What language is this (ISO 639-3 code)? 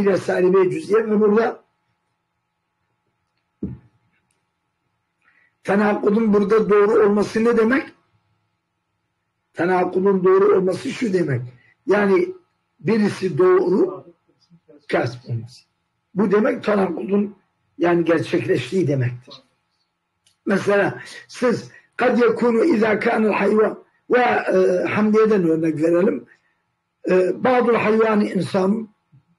tur